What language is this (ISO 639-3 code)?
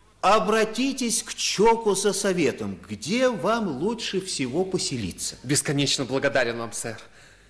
rus